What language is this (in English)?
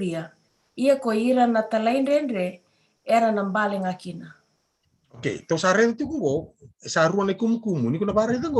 Fijian